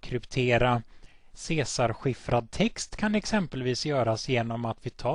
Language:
Swedish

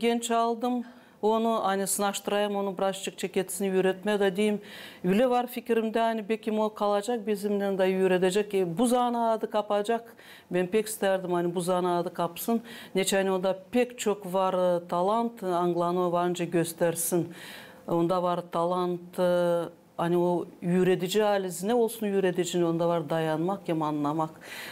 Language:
Gagauz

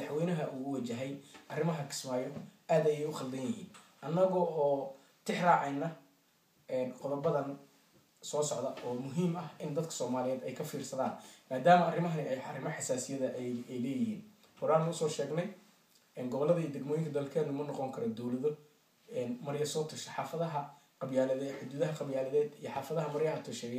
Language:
Somali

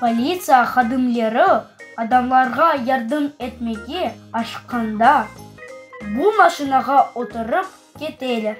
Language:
Crimean Tatar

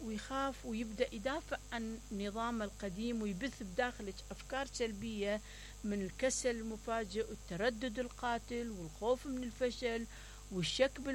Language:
Mesopotamian Arabic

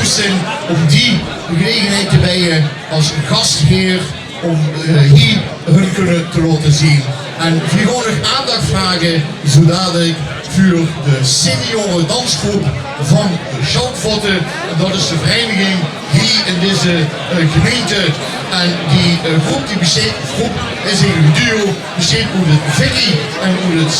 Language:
Limburgish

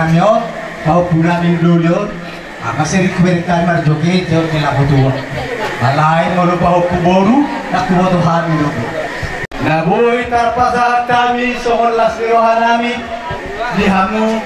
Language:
Batak Toba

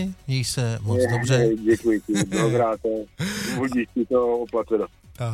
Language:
Czech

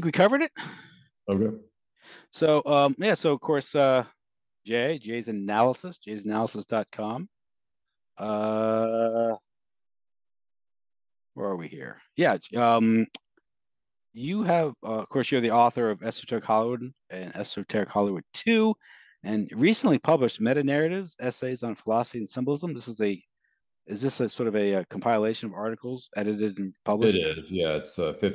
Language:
English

